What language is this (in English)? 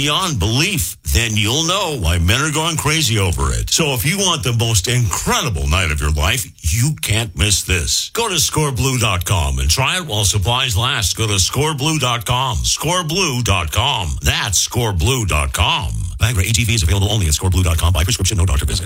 English